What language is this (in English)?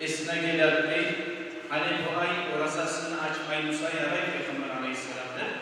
Kumyk